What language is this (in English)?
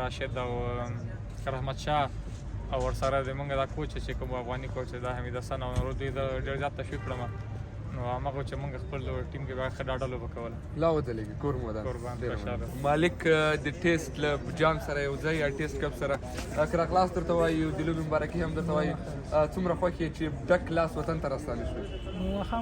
Pashto